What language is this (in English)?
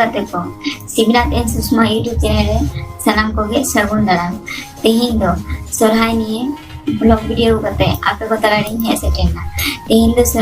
Santali